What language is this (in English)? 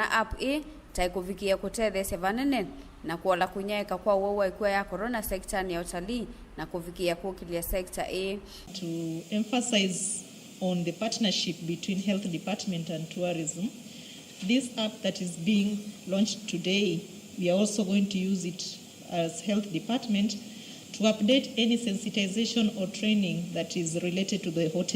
Kamba